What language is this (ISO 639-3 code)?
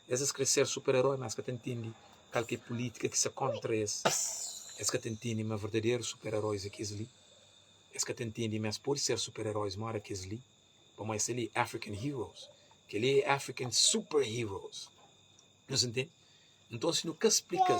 kea